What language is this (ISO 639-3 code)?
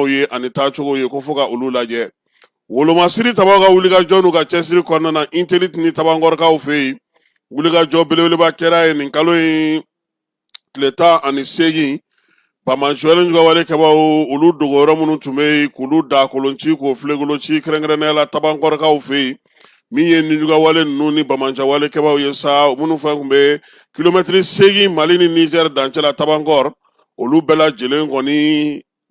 bam